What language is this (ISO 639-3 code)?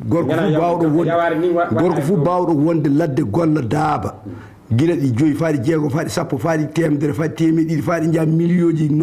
ful